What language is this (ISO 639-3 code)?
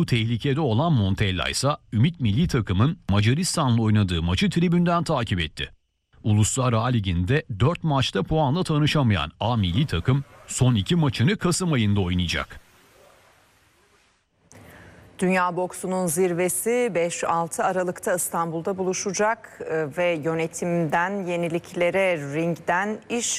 tur